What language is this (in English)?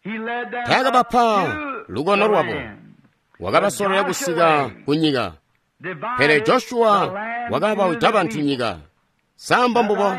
Tonga (Zambia)